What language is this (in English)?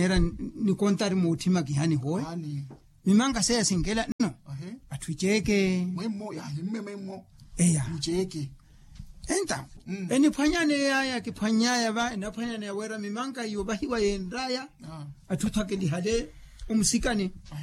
Makhuwa